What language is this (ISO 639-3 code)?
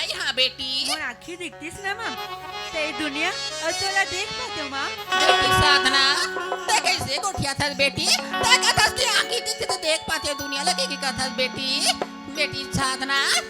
hne